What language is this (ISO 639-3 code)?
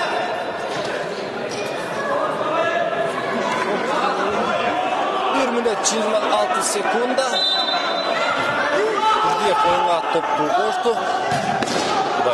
kir